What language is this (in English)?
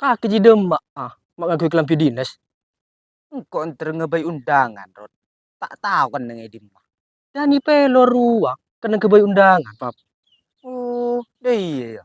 Madurese